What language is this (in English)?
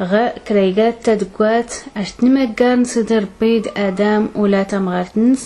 Tachelhit